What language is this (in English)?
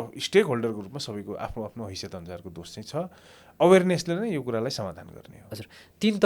Nepali